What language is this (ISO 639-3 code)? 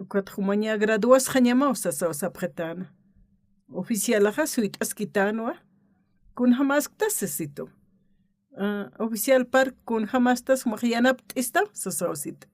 aym